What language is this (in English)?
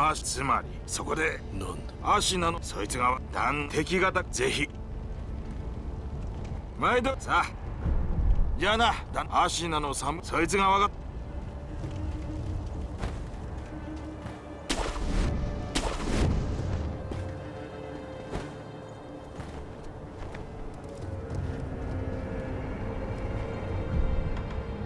Japanese